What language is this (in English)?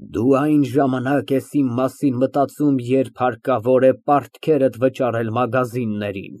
Armenian